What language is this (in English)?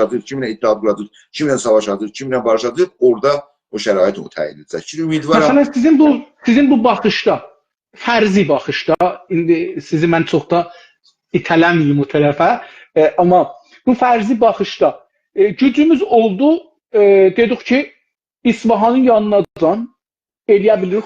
South Azerbaijani